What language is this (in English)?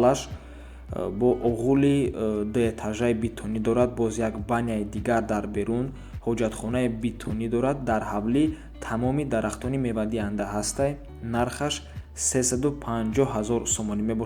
Tajik